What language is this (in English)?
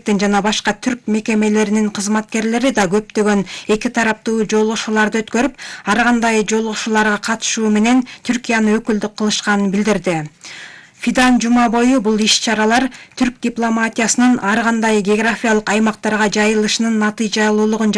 Kyrgyz